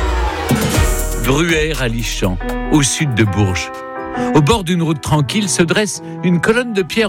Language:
French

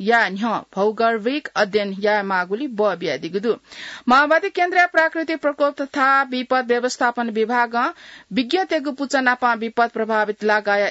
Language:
Newari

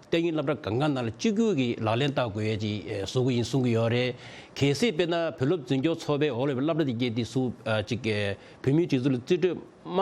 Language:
Tibetan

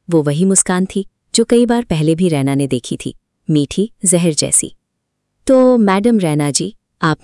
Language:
Hindi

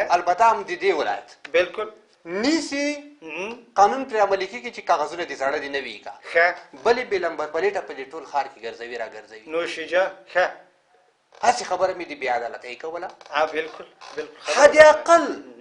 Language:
Pashto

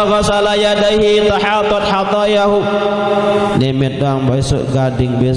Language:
Sasak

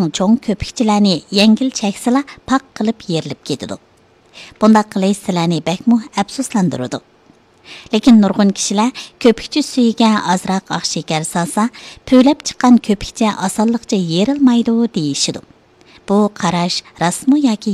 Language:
Uyghur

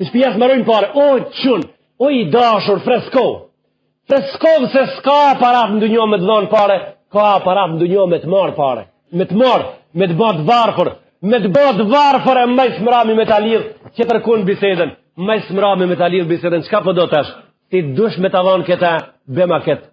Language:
Albanian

